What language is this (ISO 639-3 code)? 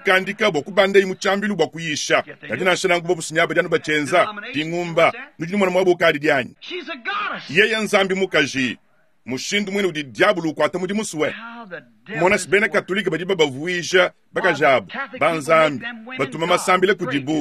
lua